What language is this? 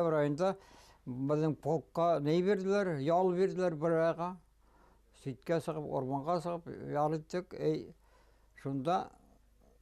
Bashkir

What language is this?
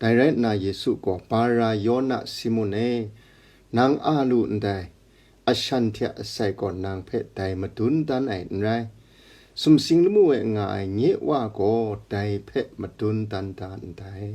Kachin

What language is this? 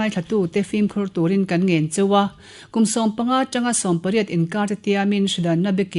Mizo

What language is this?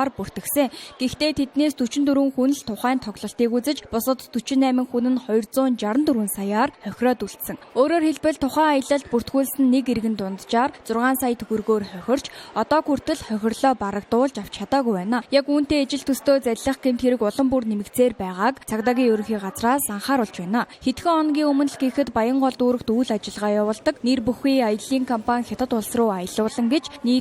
Mongolian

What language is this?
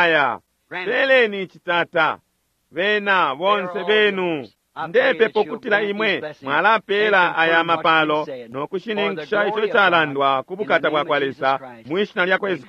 Bemba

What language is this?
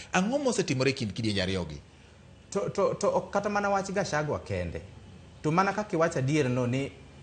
Luo (Kenya and Tanzania)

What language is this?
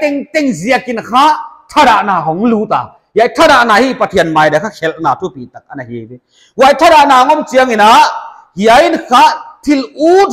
Paite Chin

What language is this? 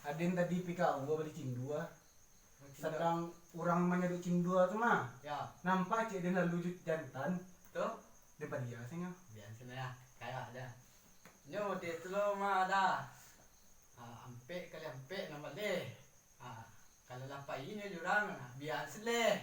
Minangkabau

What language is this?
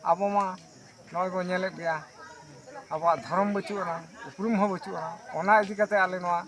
Santali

